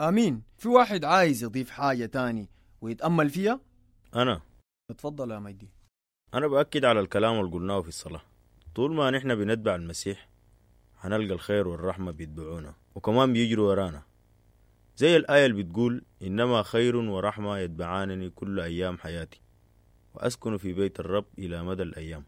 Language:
Sudanese Arabic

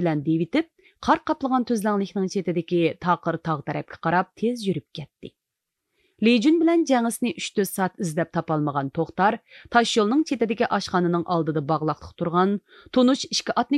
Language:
Uyghur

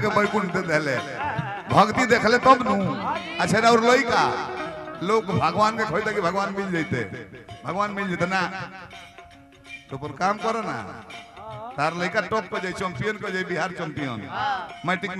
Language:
Bhojpuri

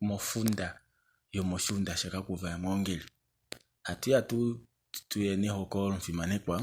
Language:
Kuanyama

